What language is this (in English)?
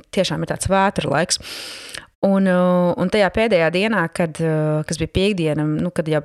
Latvian